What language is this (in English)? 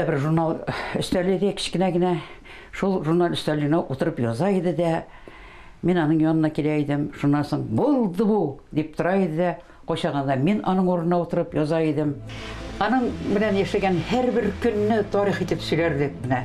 Tatar